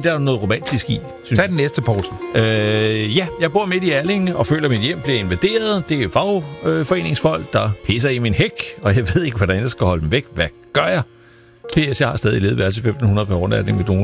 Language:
Danish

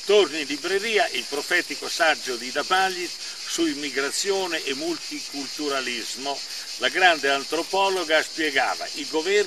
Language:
Italian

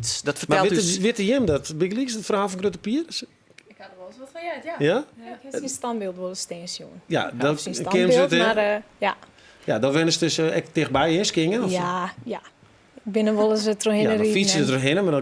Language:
Western Frisian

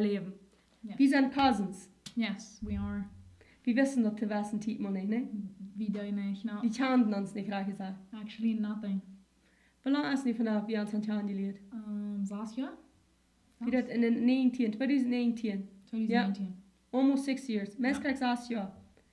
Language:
Plautdietsch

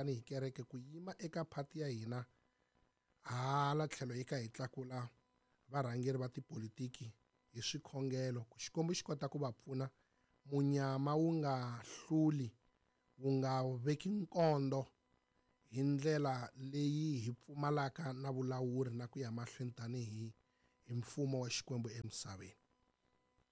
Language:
Tsonga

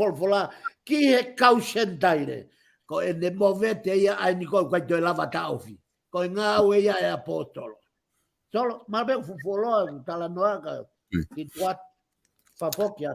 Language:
Tongan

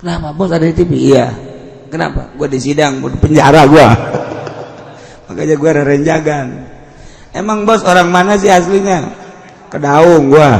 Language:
Sundanese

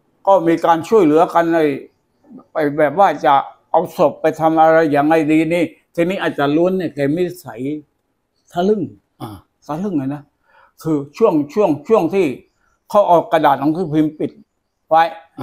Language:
Thai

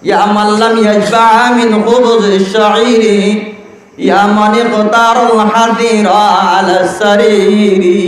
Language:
Rohingya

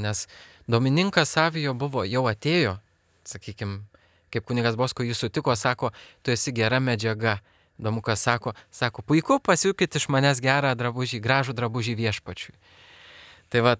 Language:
Lithuanian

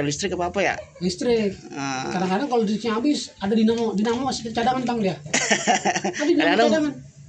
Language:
Betawi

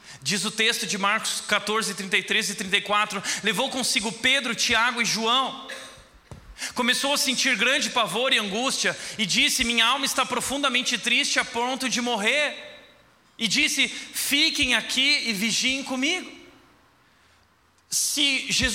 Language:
Portuguese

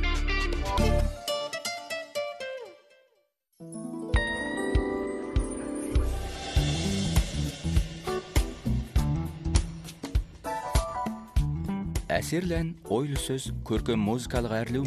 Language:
Kazakh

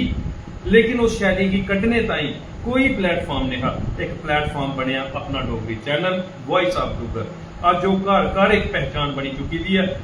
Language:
Dogri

